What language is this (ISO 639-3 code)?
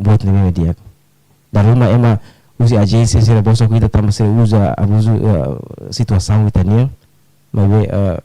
tet